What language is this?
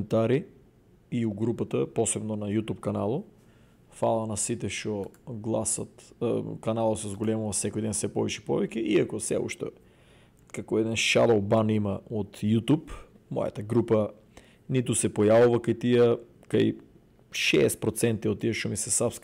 Macedonian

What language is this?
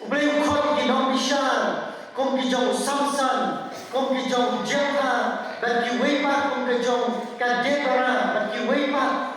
Khasi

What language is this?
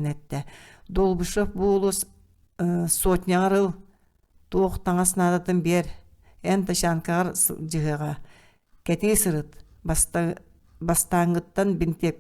Yakut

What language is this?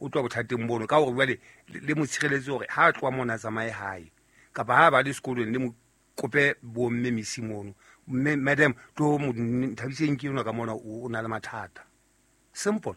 Southern Sotho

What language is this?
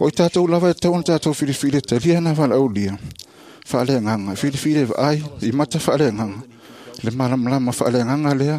Samoan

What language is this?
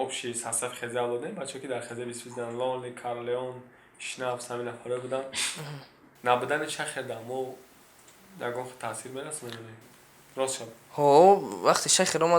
Tajik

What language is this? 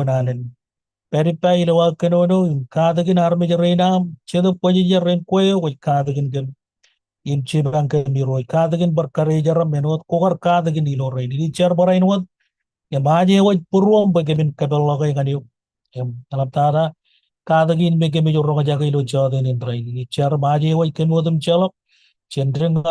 Marshallese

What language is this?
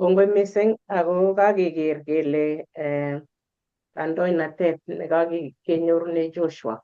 Kalenjin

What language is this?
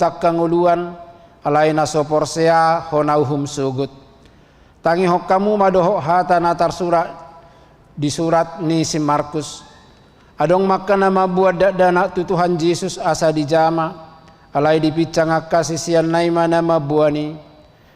Batak Toba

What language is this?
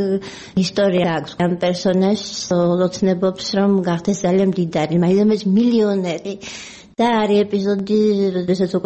Georgian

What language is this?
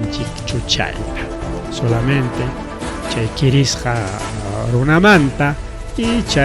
Ayacucho Quechua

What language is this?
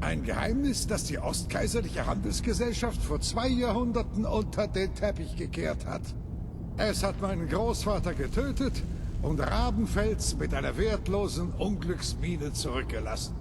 Bavarian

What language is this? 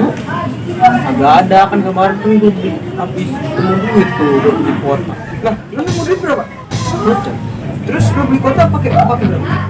Betawi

